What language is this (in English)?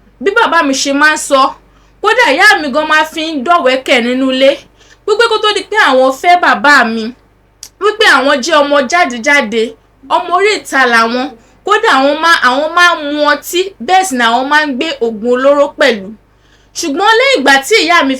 Yoruba